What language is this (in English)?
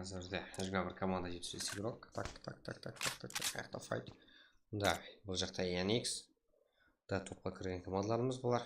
Kara-Kalpak